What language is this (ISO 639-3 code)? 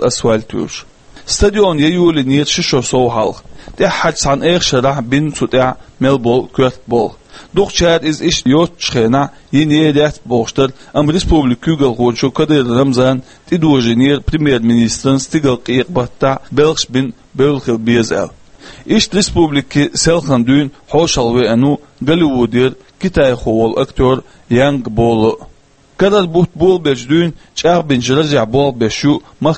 che